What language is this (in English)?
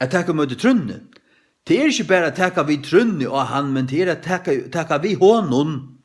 Faroese